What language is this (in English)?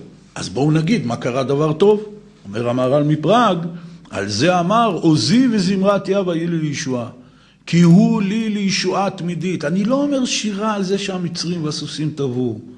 Hebrew